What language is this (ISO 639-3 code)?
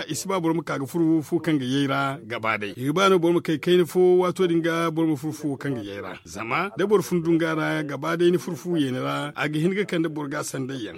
dje